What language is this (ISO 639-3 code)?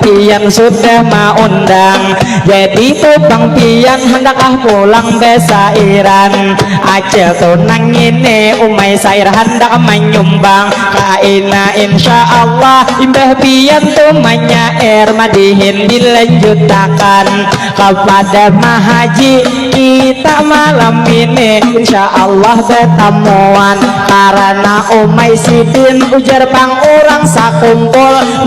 bjn